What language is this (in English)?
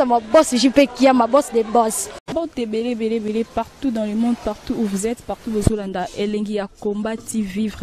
Lingala